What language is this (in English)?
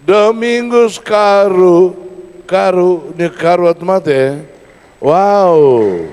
Tetum